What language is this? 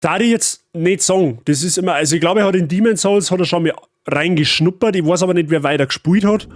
Bavarian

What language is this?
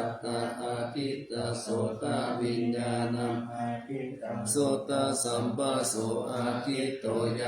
Pali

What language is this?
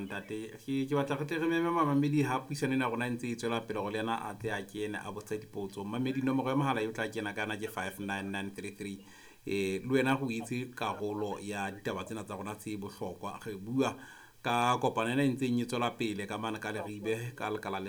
Southern Sotho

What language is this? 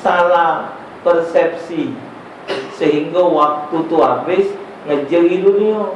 Musi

